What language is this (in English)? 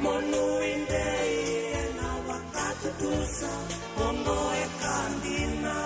Fijian